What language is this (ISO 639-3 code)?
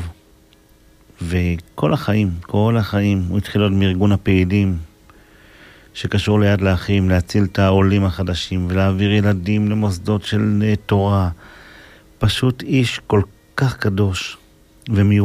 heb